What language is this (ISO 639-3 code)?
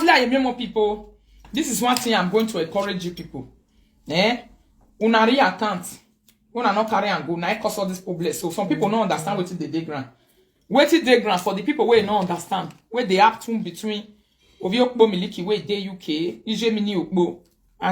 pcm